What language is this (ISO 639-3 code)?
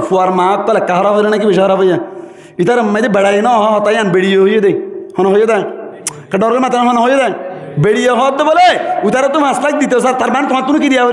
rhg